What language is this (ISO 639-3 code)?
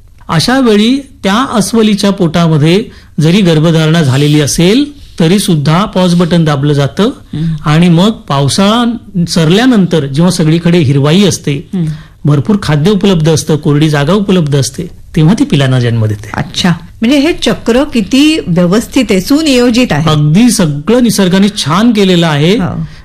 mar